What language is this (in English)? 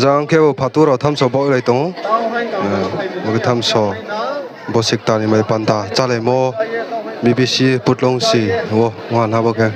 Riang (India)